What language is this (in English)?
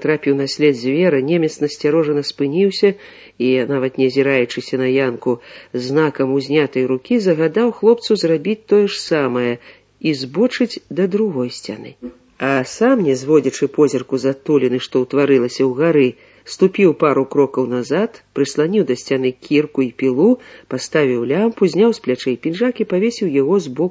Belarusian